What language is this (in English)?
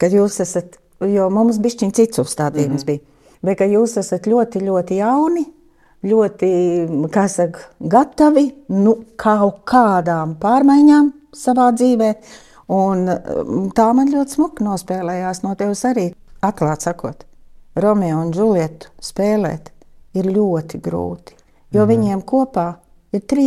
Latvian